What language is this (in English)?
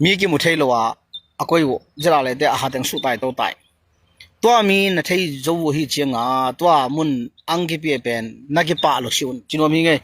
Tedim Chin